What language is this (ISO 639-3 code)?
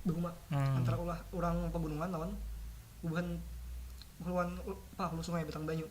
bjn